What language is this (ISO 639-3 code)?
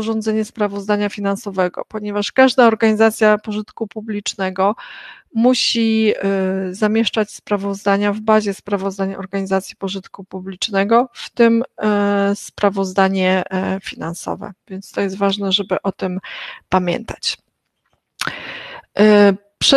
pol